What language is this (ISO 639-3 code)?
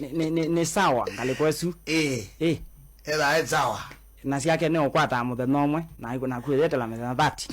swa